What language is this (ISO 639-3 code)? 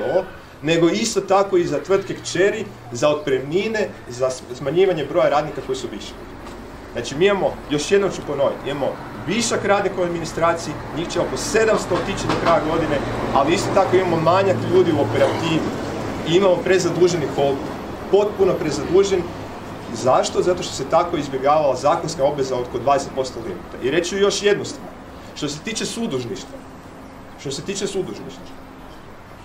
hrv